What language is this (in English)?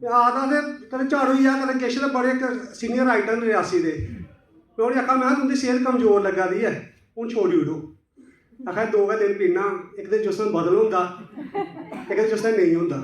Dogri